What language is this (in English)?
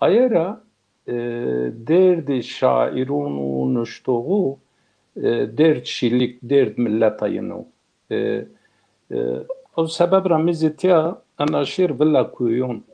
Zaza